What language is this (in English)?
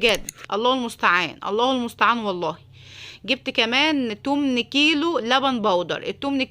Egyptian Arabic